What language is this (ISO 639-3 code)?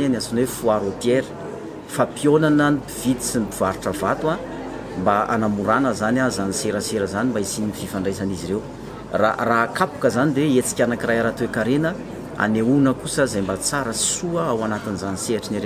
mlg